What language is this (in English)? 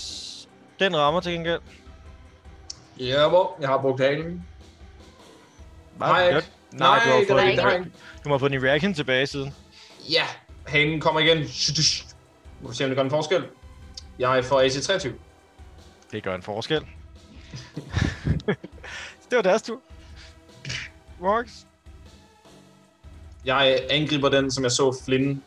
Danish